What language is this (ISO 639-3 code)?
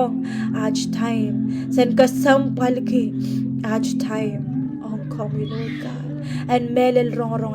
pon